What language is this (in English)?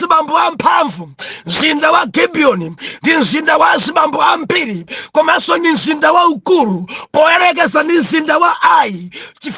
Nyanja